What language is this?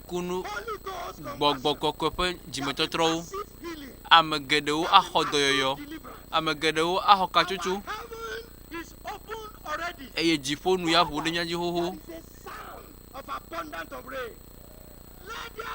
Ewe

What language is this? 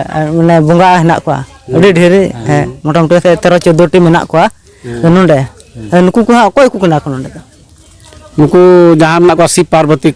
Santali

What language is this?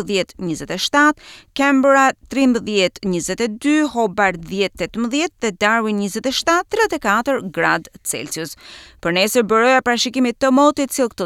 Albanian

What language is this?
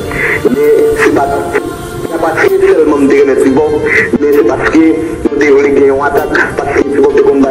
Haitian Creole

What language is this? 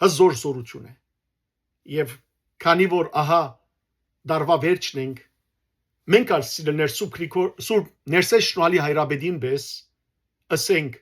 Western Armenian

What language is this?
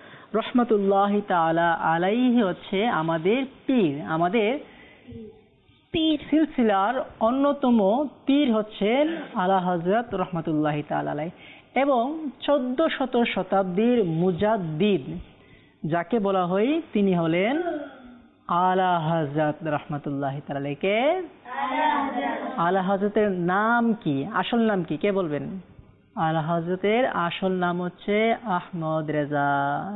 Bangla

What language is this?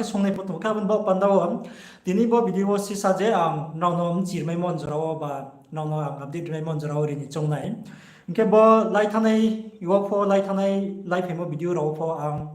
Riang (India)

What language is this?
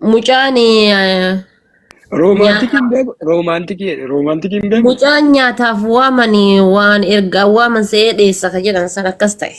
Oromo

